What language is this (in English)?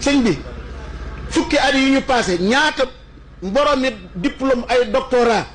Wolof